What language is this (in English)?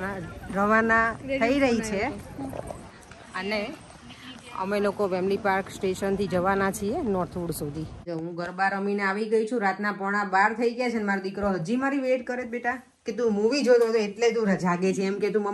Gujarati